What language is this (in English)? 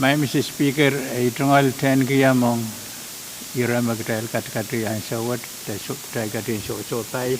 Pohnpeian